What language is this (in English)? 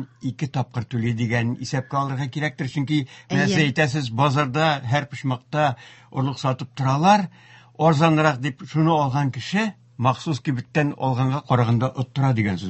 Tatar